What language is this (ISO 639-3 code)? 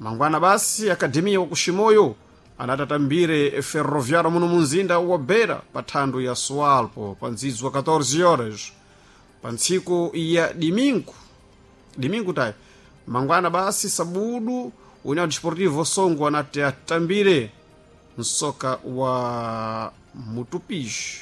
seh